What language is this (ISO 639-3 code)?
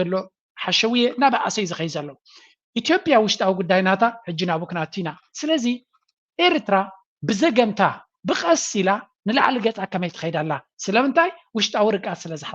tir